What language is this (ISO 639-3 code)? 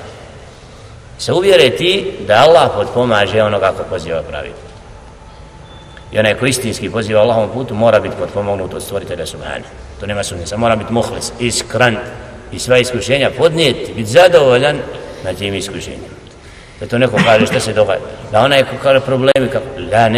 bos